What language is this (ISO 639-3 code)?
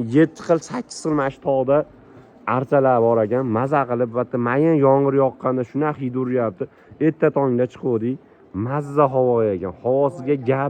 uzb